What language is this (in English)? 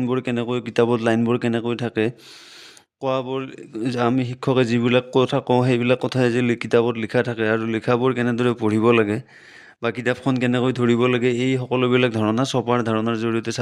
Assamese